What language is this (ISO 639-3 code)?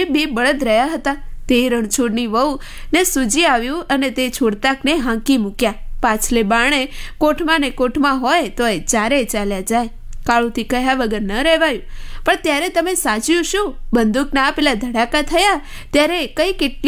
guj